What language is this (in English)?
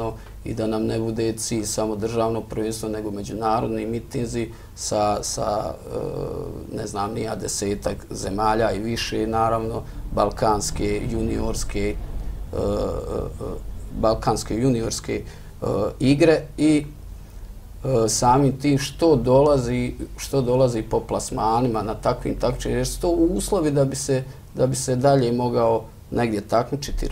Bosnian